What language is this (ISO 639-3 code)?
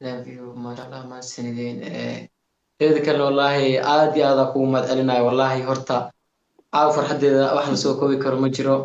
som